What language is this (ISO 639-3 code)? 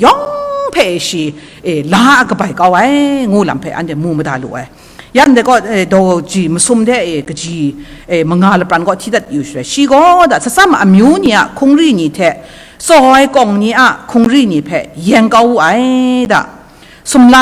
kac